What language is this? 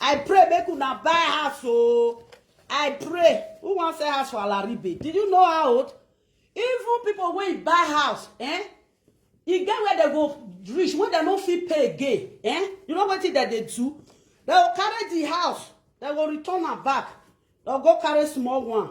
Nigerian Pidgin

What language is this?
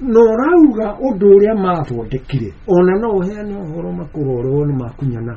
Kikuyu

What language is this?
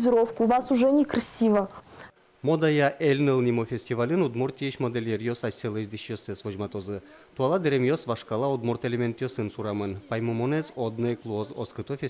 Udmurt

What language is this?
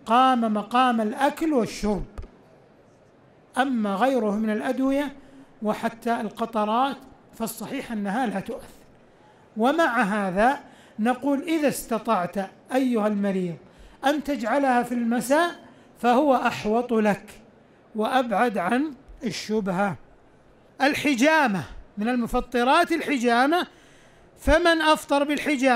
Arabic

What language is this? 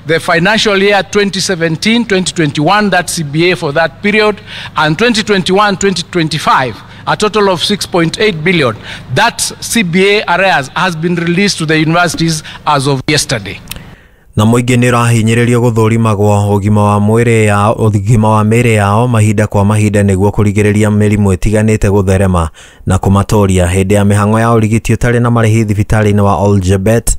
Kikuyu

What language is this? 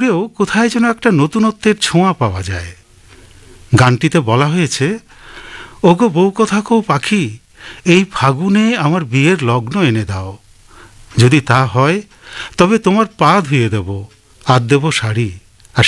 Bangla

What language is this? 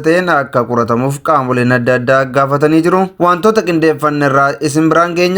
Oromo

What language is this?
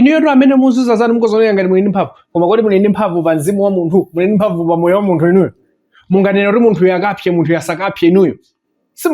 Nyanja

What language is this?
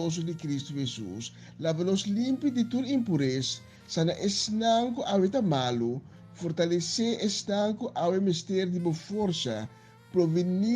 Papiamento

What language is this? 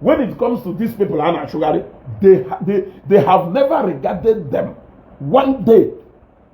Igbo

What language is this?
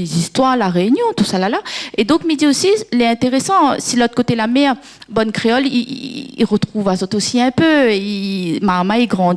Réunion Creole French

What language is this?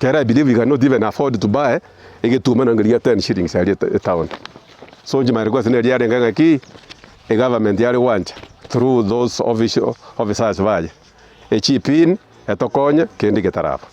Gusii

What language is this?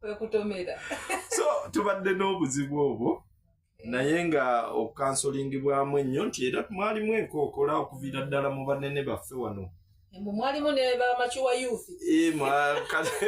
Ganda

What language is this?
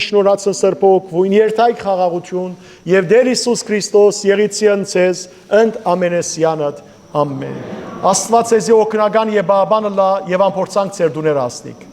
Western Armenian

